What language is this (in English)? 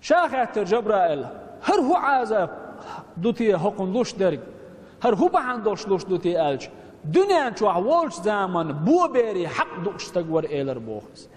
Chechen